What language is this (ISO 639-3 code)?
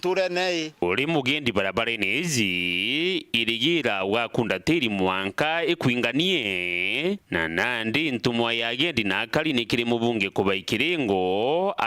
mer